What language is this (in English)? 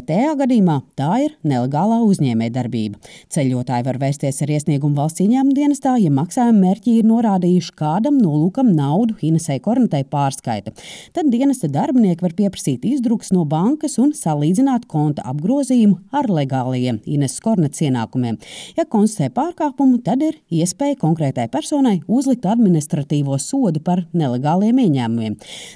Latvian